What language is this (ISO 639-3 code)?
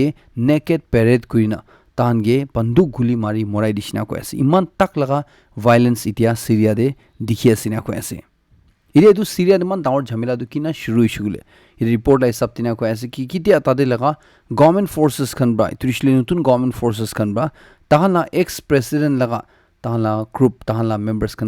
nag